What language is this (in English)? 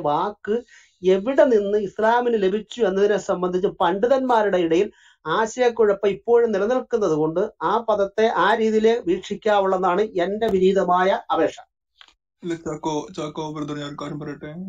Malayalam